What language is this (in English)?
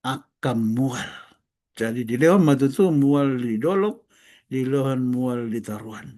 Batak Toba